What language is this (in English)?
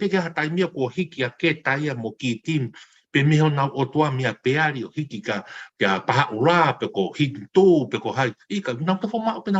Tongan